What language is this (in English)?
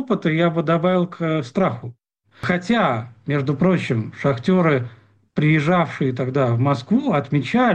Russian